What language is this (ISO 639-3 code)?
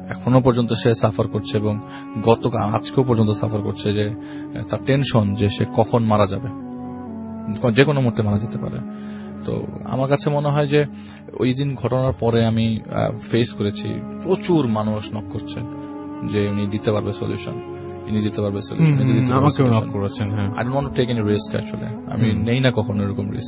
ben